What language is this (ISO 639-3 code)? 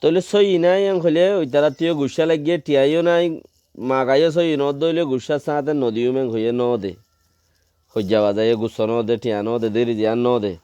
rhg